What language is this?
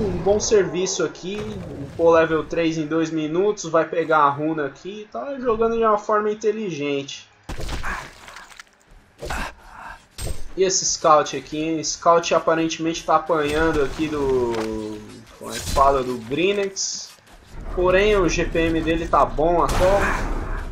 Portuguese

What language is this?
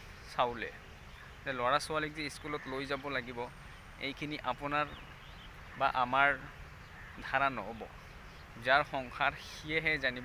Assamese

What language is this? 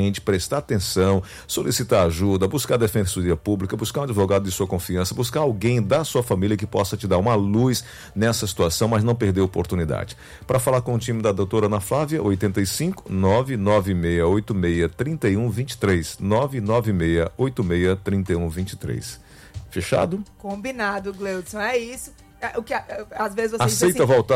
Portuguese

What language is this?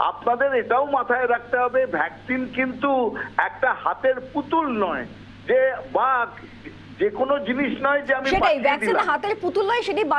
Bangla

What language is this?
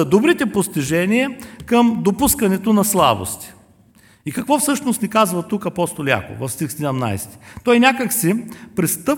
Bulgarian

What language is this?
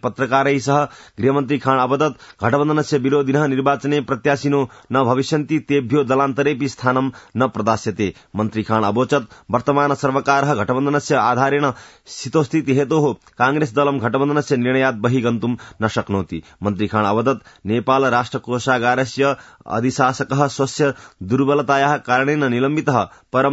Sanskrit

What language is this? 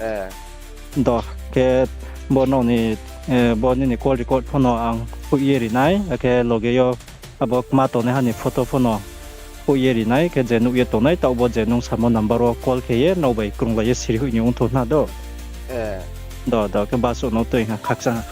Riang (India)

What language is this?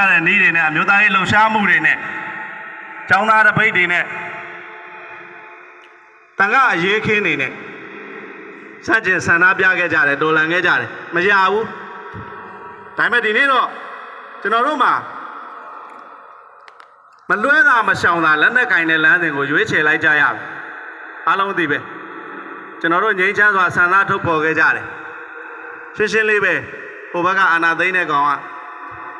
Burmese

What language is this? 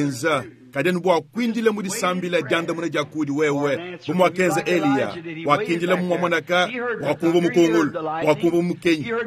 Luba-Lulua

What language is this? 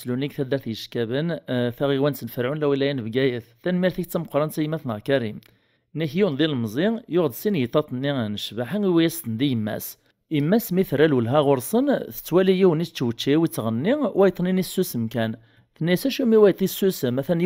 Kabyle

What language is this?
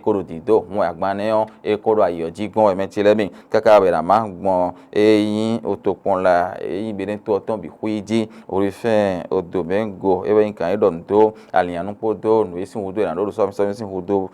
Fon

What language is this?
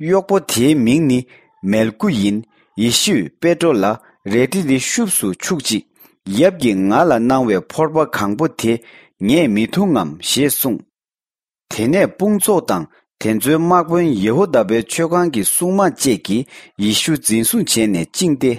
Tibetan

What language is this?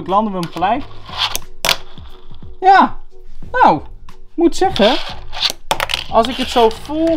Dutch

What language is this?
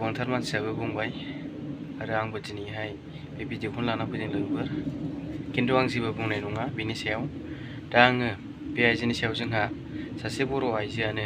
Bodo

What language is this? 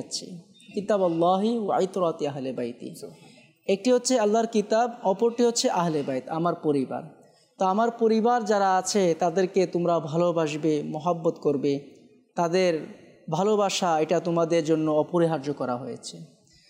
Bangla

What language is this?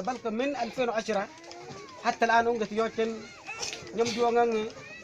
Mabaan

